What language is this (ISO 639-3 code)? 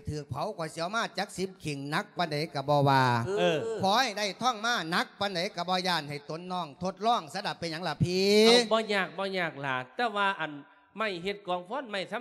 lao